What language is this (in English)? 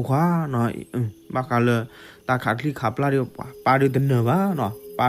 S'gaw Karen